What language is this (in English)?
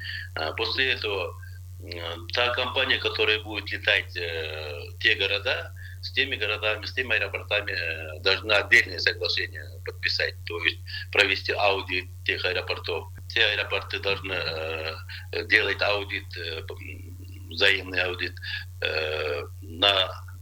Russian